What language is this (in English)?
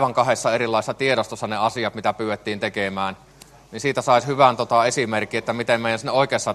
Finnish